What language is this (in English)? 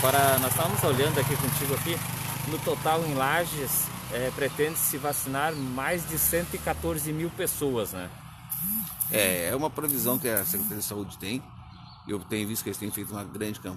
Portuguese